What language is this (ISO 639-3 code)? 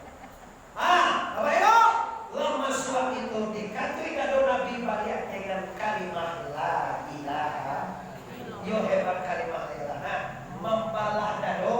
min